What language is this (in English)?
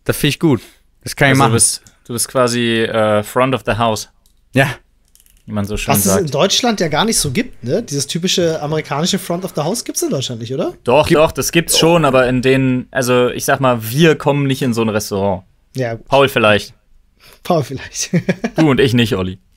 German